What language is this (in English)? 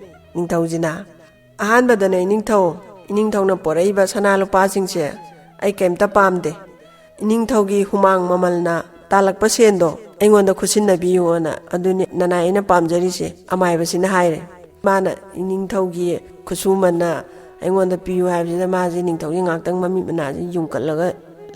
Manipuri